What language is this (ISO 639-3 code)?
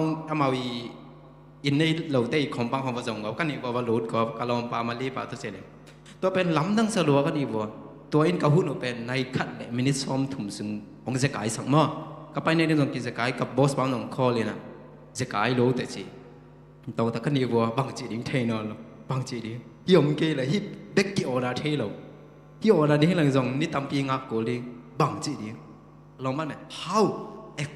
ctd